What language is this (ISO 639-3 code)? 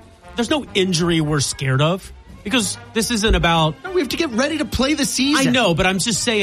eng